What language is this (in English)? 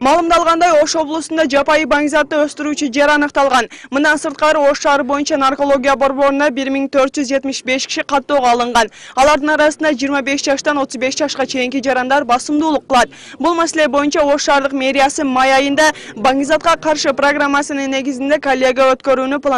Kyrgyz